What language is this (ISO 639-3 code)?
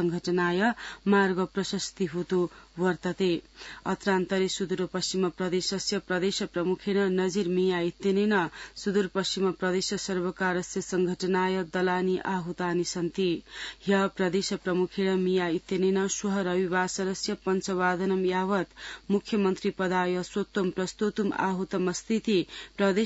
san